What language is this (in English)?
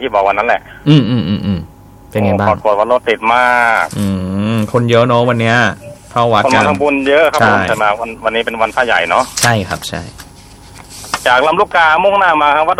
Thai